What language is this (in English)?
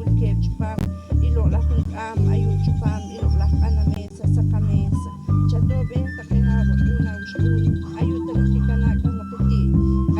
Poqomchi'